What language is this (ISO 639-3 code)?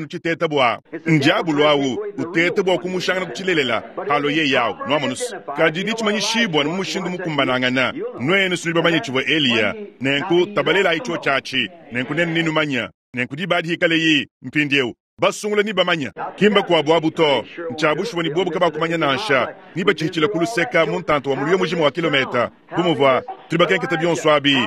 lua